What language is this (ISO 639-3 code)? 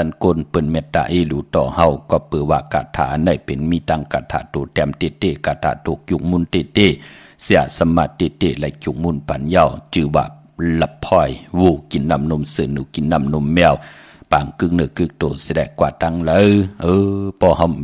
shn